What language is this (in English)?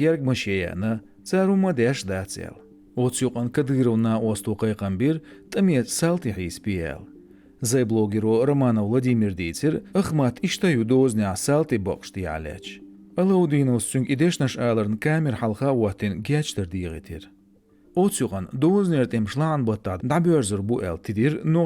Chechen